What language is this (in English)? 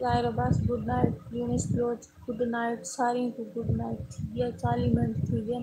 Saraiki